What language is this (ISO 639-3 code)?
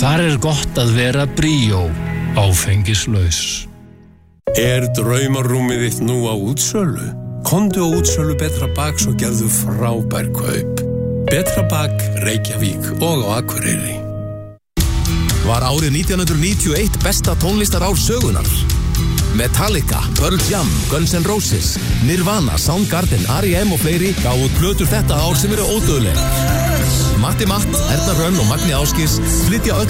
isl